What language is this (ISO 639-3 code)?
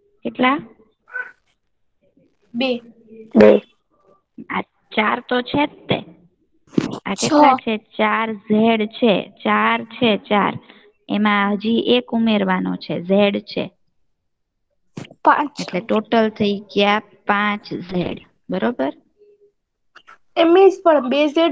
guj